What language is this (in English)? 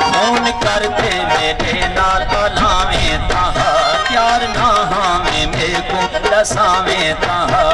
Saraiki